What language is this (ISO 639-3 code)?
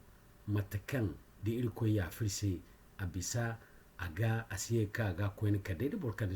dje